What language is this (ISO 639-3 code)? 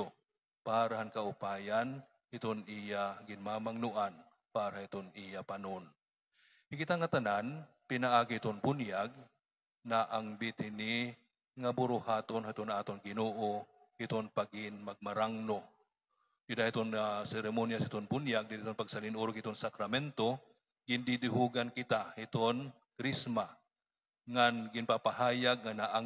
war